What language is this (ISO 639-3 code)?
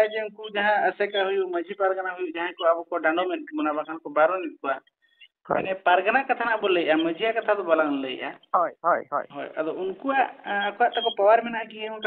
sat